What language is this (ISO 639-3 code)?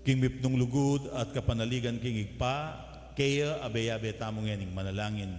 pam